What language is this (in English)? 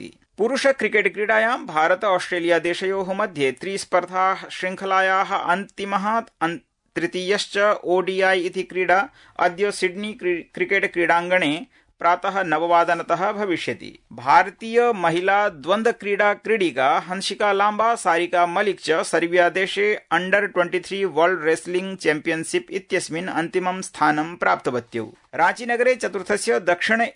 Sanskrit